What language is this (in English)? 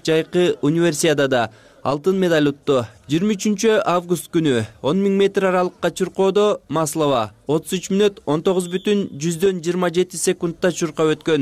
Kyrgyz